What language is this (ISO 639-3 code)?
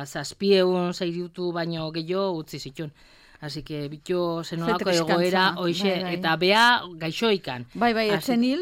eus